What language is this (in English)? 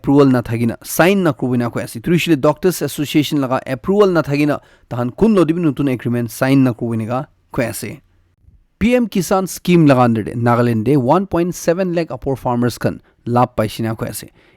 Naga Pidgin